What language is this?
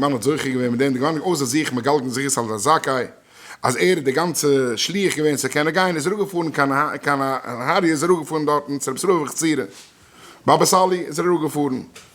Yiddish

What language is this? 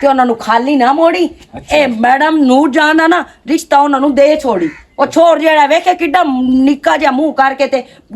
Western Panjabi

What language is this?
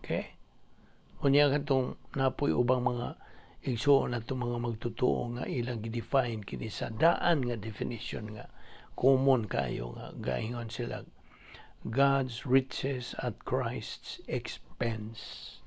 Cebuano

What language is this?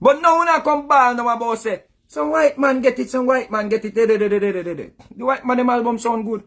Jamaican Creole English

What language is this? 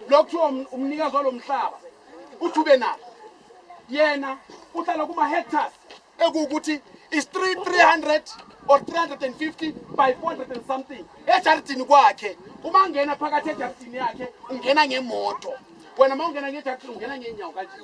Zulu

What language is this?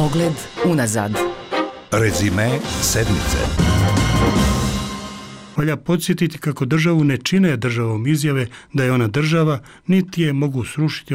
Bosnian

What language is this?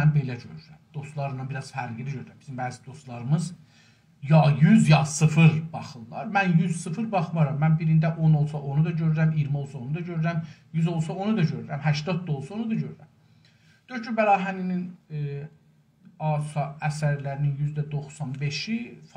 South Azerbaijani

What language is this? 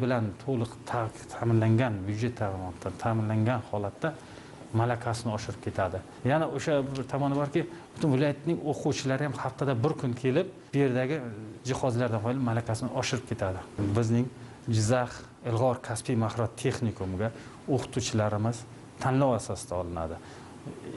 Uzbek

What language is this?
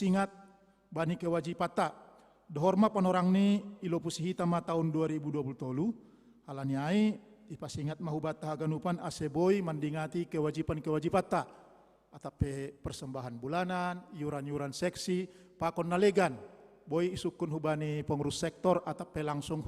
Batak Simalungun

